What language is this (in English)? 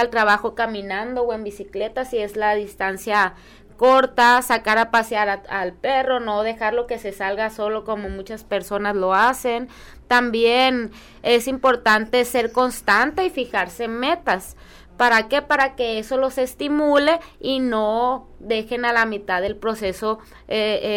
Spanish